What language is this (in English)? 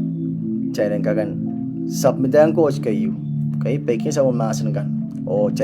Pohnpeian